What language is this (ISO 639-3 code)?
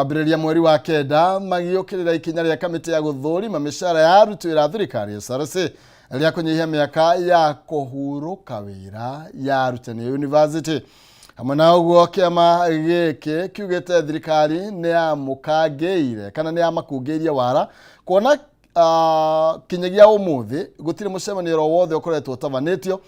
kik